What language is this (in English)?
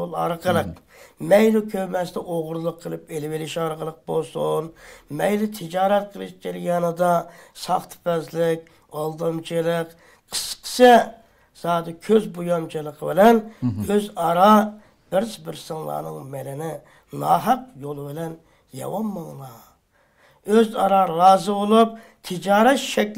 Uyghur